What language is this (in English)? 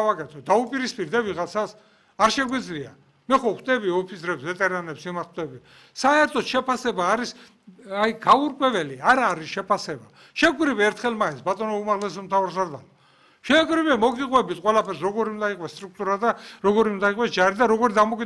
Georgian